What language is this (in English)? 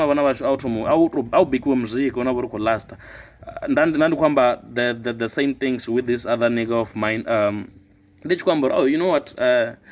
Venda